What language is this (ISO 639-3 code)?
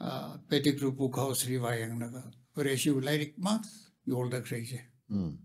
nmf